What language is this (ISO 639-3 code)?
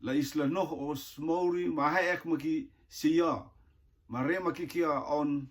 rtm